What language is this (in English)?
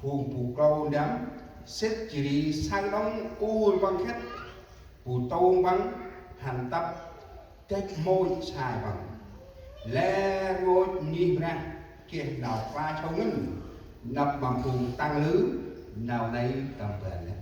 Central Mnong